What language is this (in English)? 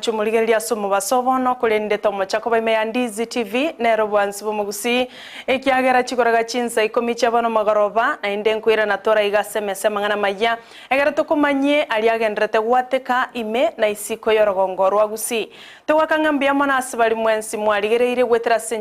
Gusii